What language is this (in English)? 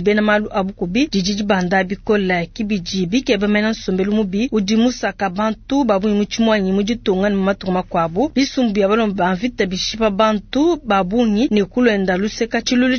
Luba-Lulua